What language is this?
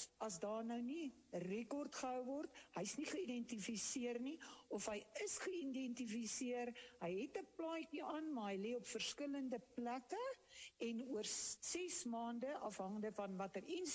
Afrikaans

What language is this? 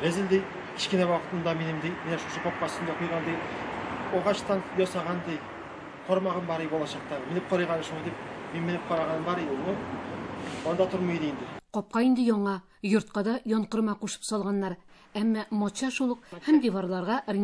Tatar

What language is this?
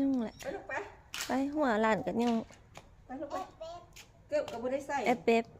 Lao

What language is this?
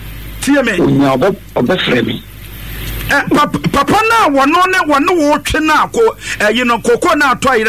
Akan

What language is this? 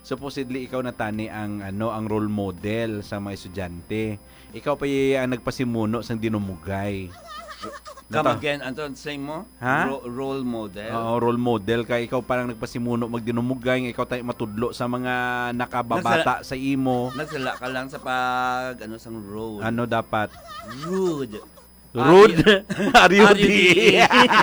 Hiligaynon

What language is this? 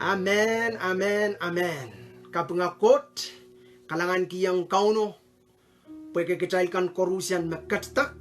Pohnpeian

